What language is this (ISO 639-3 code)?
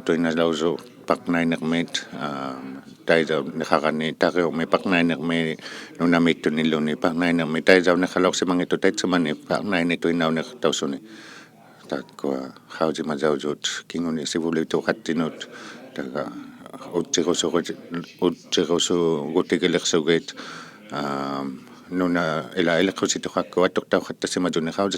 iku